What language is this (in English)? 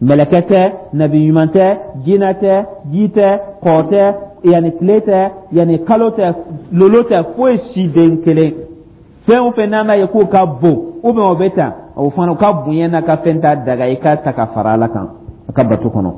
Dyula